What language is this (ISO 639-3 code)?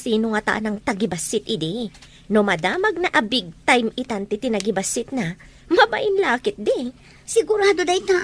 ilo